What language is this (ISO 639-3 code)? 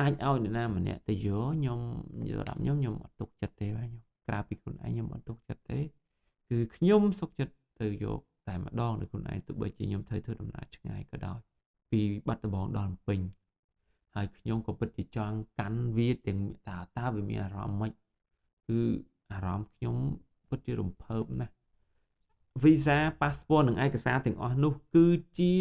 khm